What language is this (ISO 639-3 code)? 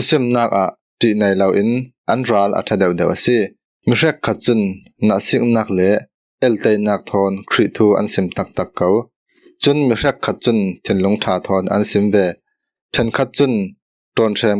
cfm